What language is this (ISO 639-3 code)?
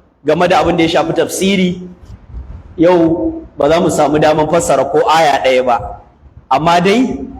hau